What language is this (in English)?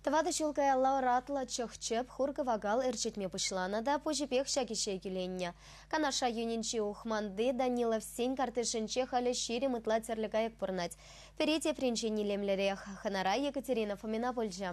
Chuvash